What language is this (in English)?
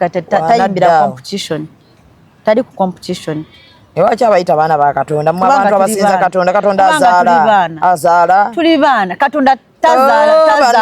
Ganda